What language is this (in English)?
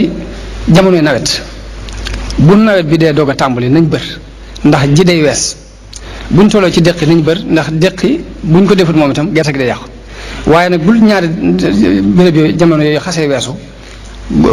Wolof